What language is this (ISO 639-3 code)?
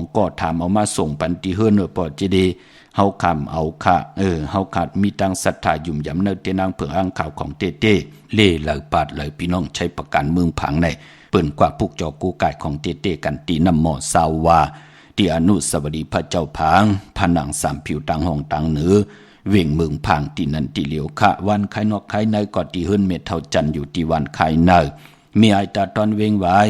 shn